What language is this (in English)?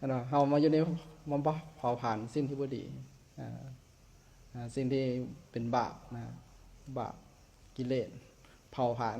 Lao